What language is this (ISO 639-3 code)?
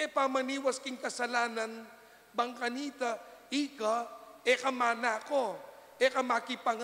pam